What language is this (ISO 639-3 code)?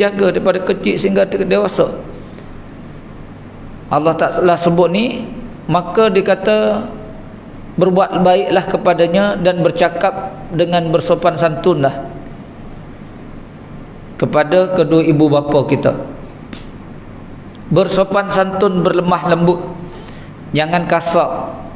msa